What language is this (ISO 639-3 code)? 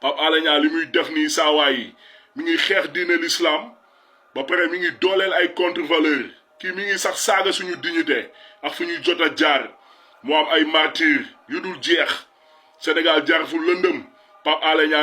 wol